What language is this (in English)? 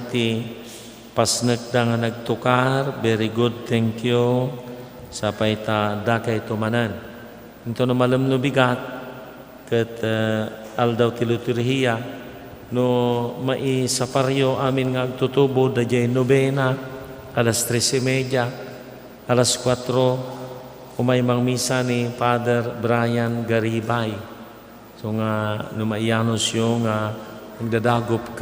Iloko